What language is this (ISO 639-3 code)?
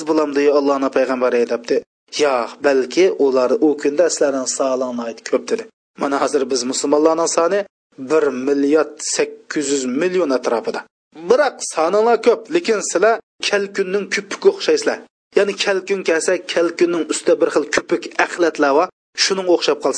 uig